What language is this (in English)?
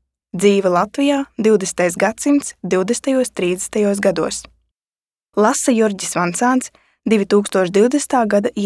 Latvian